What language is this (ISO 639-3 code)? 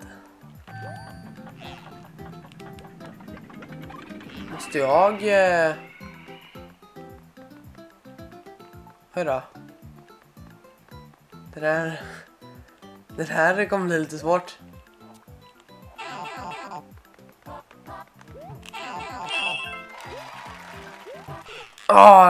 swe